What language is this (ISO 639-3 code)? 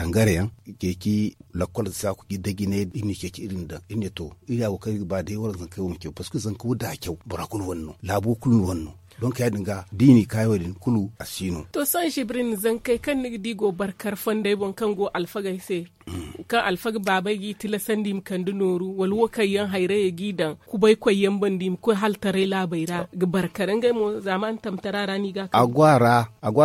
dje